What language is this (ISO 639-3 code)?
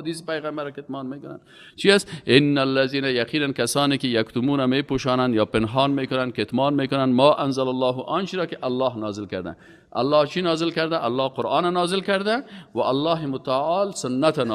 fas